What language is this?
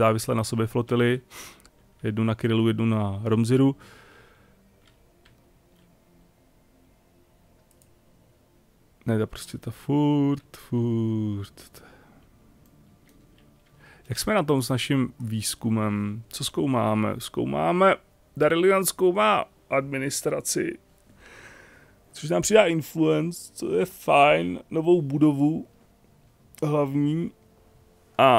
Czech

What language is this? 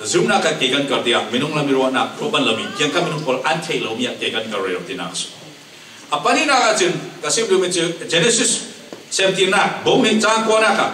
Falam Chin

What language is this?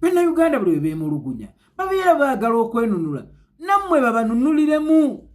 Ganda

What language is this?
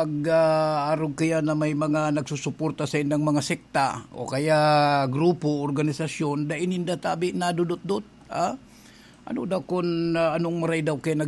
Bikol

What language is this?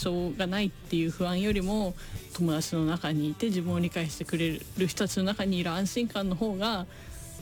Japanese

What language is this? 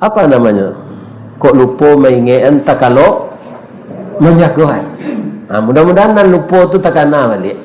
Minangkabau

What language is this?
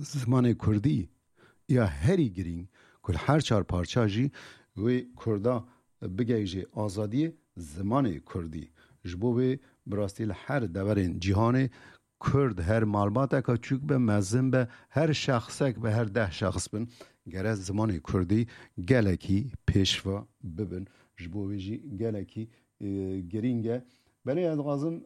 Kurdish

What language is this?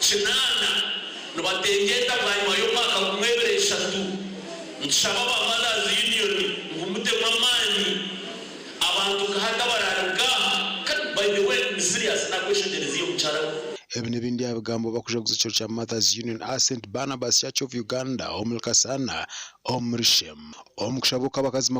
Nyankole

